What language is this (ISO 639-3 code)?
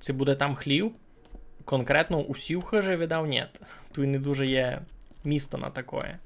rue